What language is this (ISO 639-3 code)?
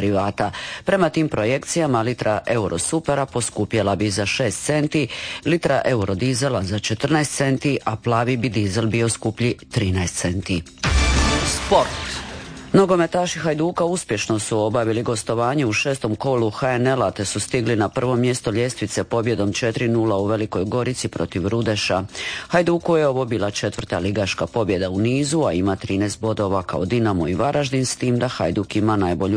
hrv